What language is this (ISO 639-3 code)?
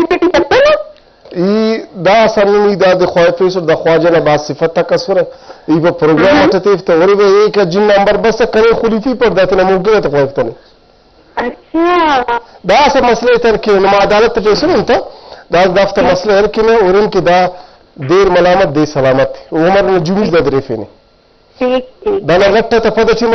brh